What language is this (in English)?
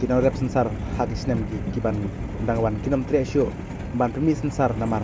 Khasi